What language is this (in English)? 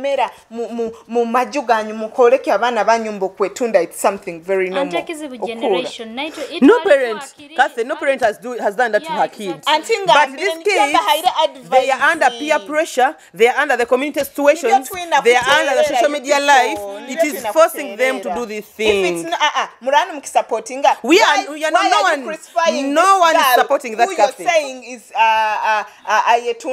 Nyoro